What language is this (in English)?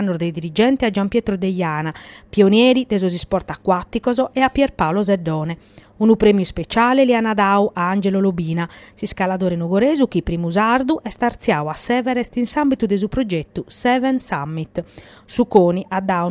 Sardinian